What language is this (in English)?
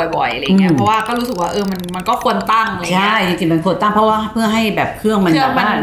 Thai